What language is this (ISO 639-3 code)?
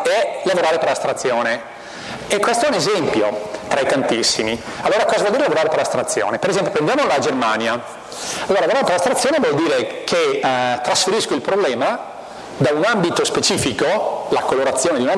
ita